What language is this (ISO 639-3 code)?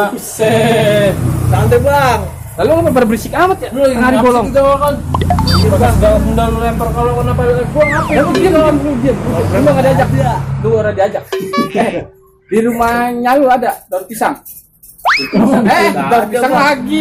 bew